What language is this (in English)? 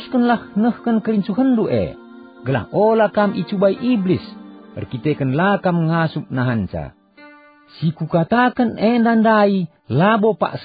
Batak Karo